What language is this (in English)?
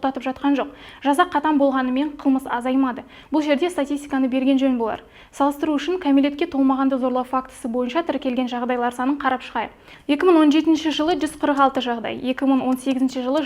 Kazakh